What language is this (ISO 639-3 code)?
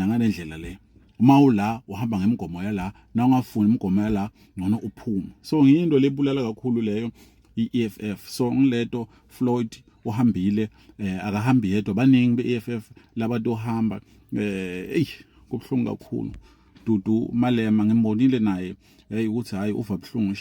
zul